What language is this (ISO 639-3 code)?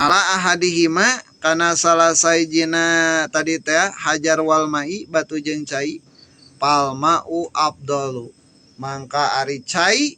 sun